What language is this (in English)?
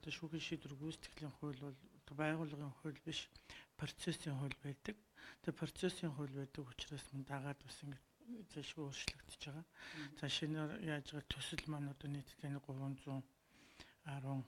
Mongolian